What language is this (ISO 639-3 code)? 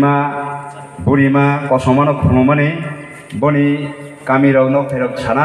trp